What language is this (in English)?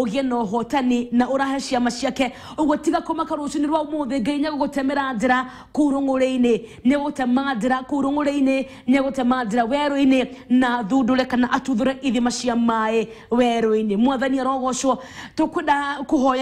Kikuyu